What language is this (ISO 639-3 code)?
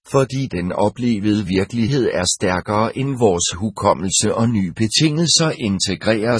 dan